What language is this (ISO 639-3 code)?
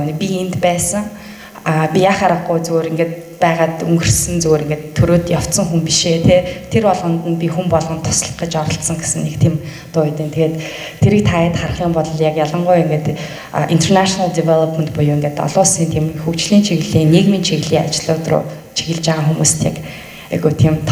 mon